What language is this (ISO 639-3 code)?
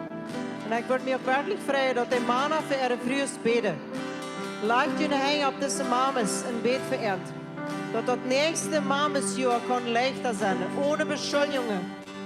pdt